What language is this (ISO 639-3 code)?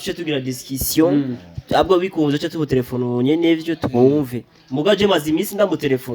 run